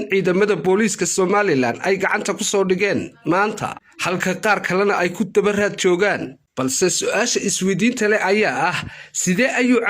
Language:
Somali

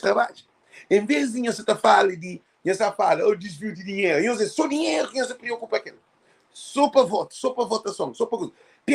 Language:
Kabuverdianu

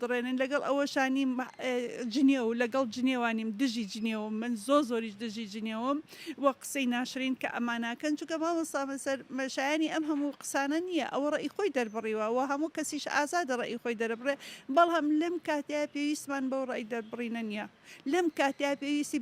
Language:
Central Kurdish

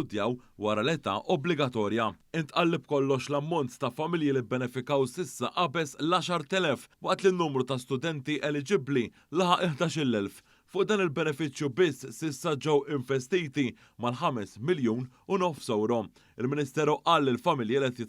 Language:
Maltese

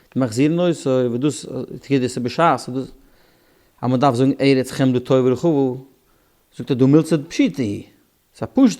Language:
Yiddish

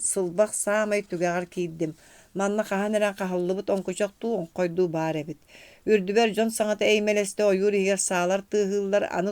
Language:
Yakut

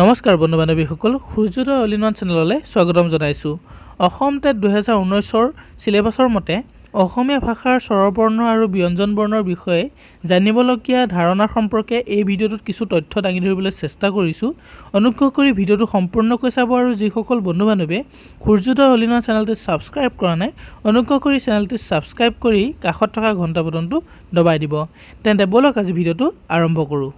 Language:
Assamese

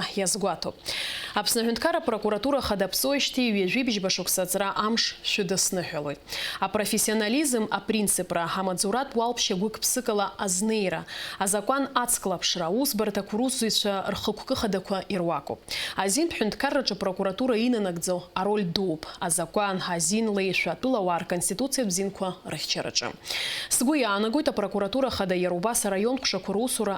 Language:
Abkhazian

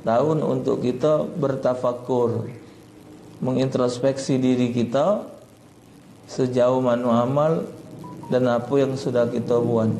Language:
Musi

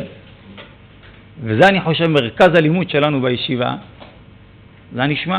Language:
Hebrew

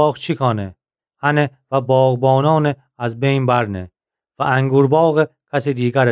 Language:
Gilaki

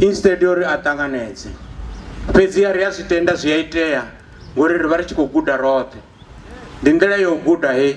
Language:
Venda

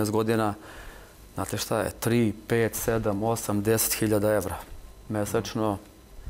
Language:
Serbian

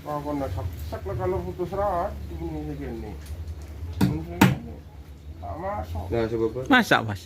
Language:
Madurese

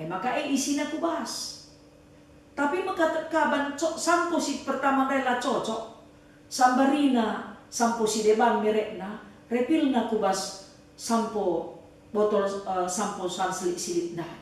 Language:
Batak Karo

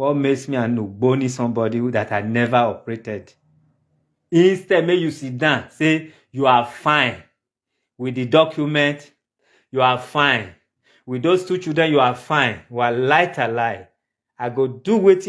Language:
Nigerian Pidgin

